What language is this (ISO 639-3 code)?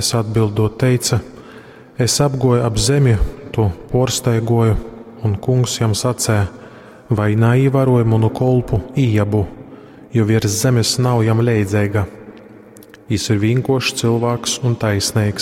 ltg